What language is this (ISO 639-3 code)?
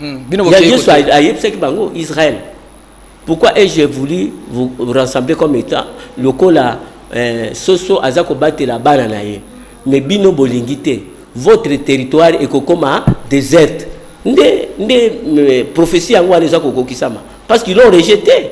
lin